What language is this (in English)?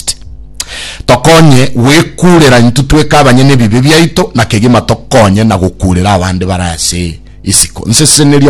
Gusii